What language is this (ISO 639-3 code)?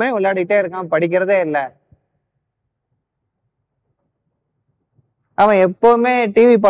tam